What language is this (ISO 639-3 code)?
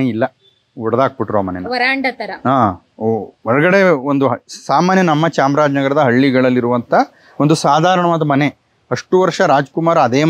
kan